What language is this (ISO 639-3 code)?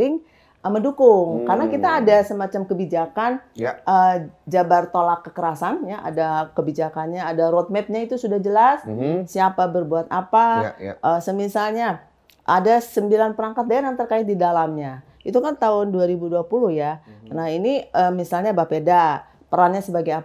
ind